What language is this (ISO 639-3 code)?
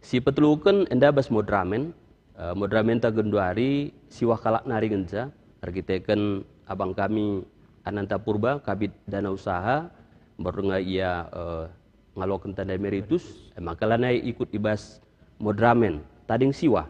btx